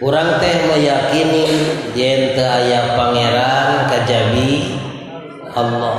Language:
Sundanese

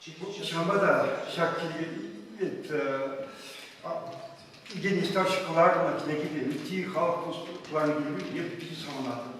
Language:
Chuvash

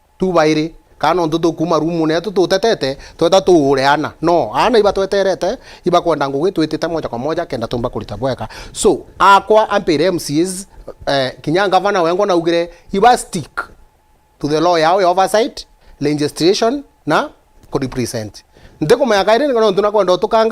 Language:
Meru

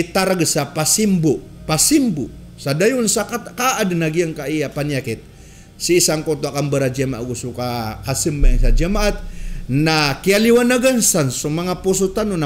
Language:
Maranao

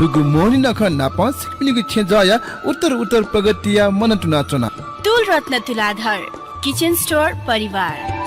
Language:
Newari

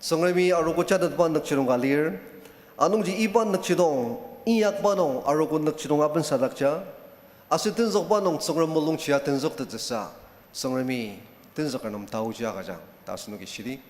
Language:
Ao Naga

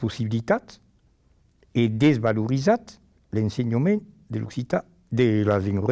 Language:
Occitan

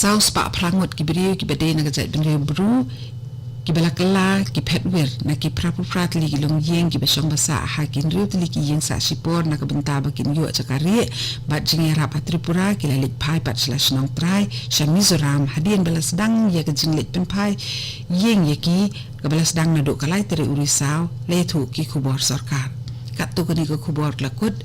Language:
Khasi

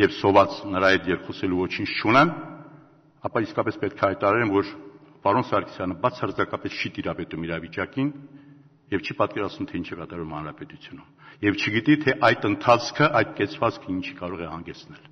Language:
Armenian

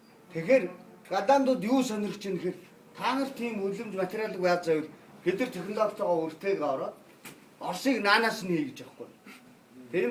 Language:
Mongolian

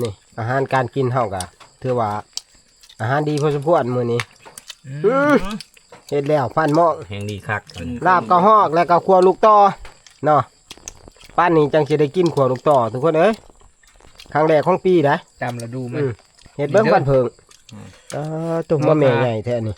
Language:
Northeastern Thai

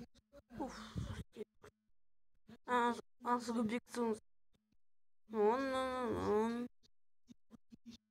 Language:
Bulgarian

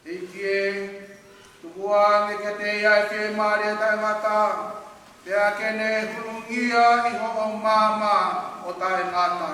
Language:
Tongan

